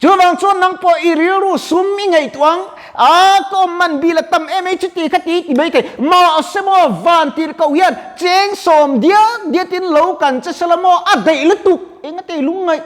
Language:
Mizo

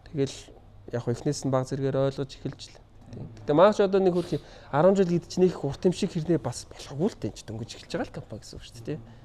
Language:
Mongolian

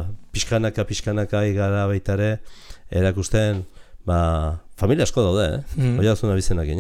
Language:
Basque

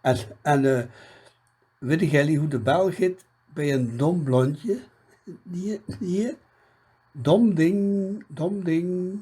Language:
Limburgish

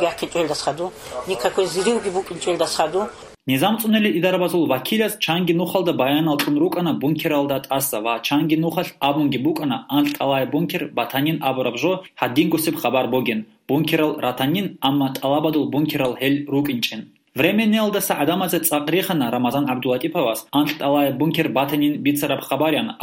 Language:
Avaric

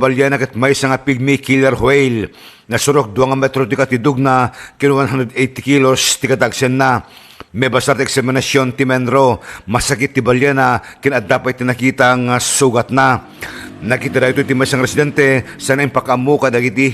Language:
Iloko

